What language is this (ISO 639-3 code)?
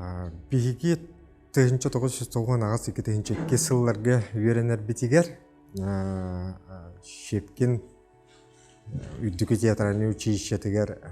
sah